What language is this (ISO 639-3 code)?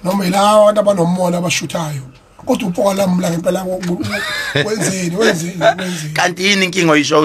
zul